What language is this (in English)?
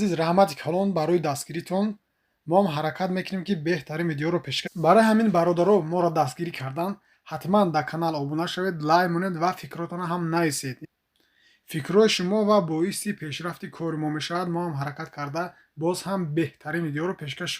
Tajik